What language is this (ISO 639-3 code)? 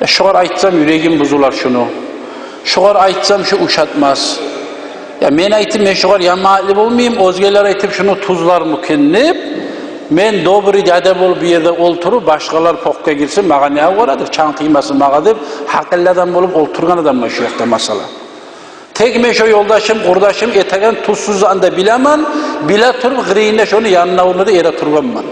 kum